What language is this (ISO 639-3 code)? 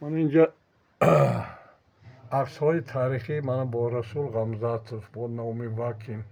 tgk